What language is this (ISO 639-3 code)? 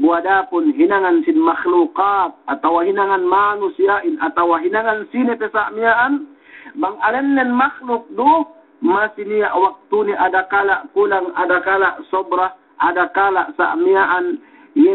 yka